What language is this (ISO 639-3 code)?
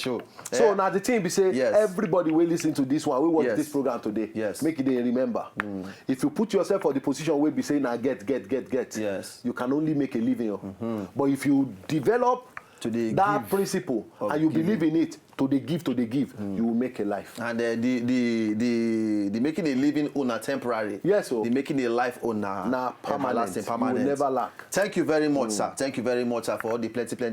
pcm